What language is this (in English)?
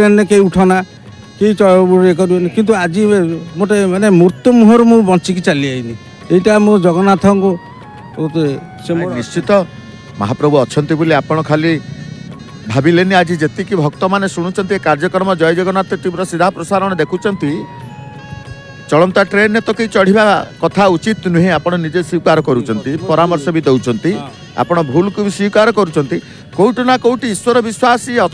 Odia